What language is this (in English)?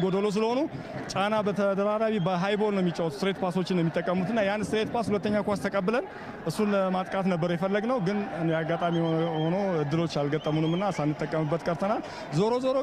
Amharic